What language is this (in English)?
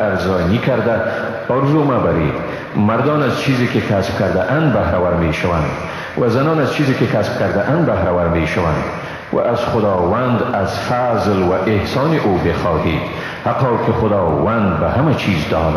Persian